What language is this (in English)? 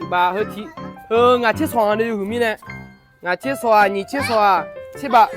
Akha